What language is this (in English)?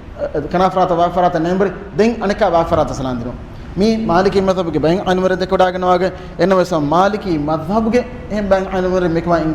Divehi